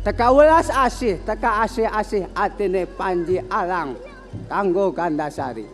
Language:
Madurese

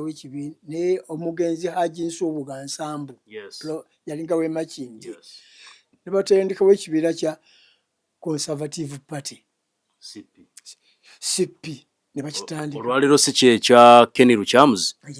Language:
Ganda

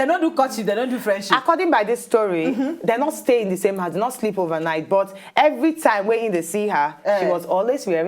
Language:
Nigerian Pidgin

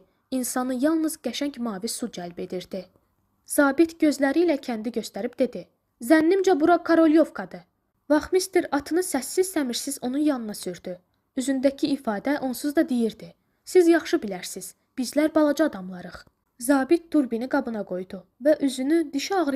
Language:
Azerbaijani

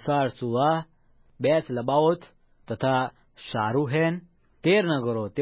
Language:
Gujarati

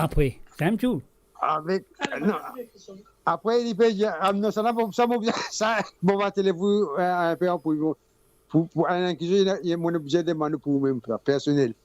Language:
Morisyen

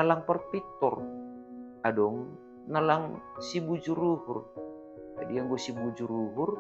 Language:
Batak Simalungun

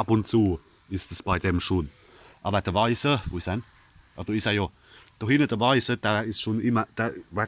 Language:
Palatine German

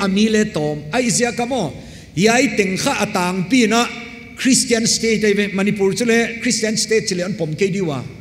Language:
Paite Chin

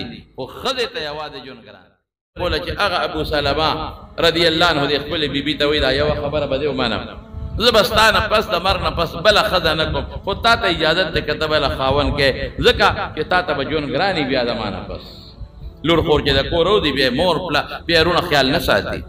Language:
Pashto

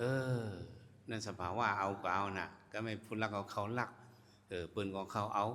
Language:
Shan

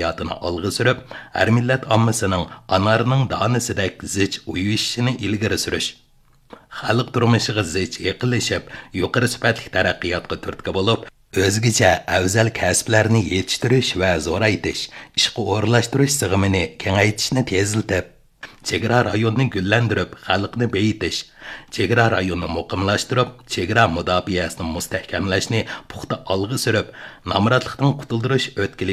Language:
Uyghur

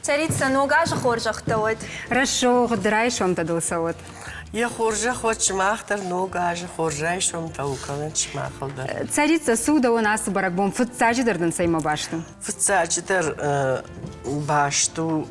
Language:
Ossetic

